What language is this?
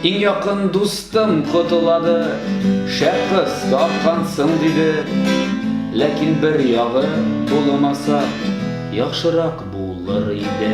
Tatar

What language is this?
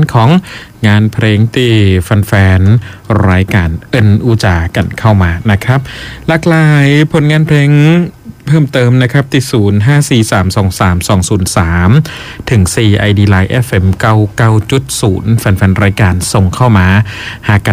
Thai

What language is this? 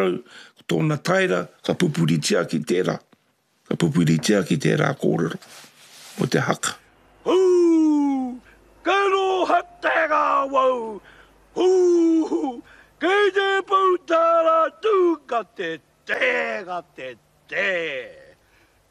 Māori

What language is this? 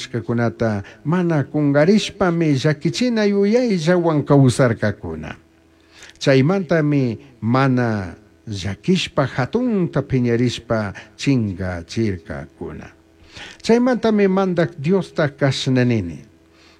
Chimborazo Highland Quichua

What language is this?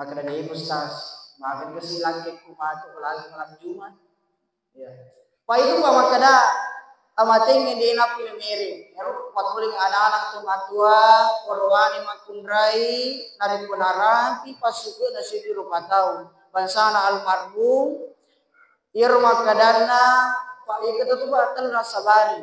Buginese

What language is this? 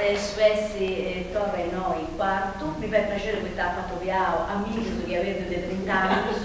Sardinian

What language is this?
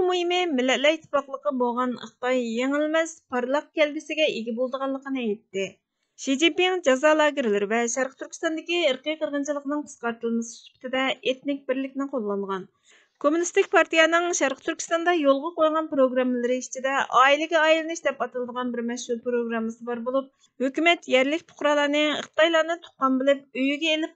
Uyghur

